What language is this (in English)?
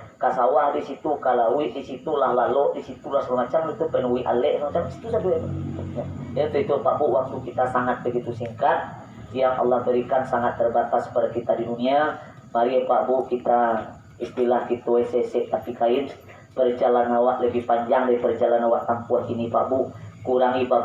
Minangkabau